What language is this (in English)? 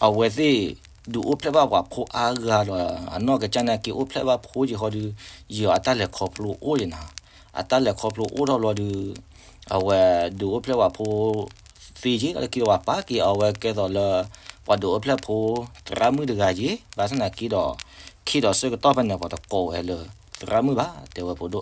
S'gaw Karen